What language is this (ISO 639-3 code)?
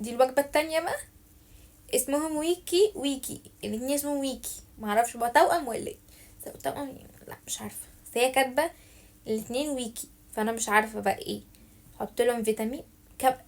arz